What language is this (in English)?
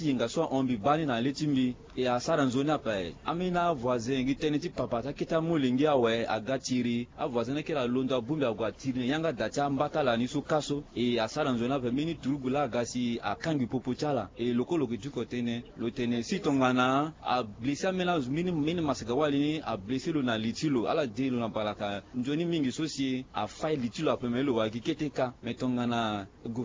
Sango